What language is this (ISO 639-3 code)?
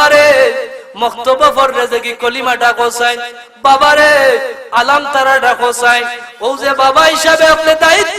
syl